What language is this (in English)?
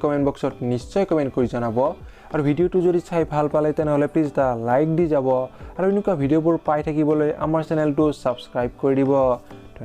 Assamese